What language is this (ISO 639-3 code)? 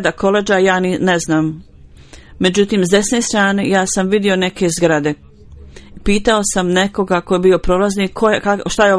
bos